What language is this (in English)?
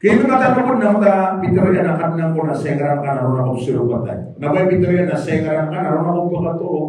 Maranao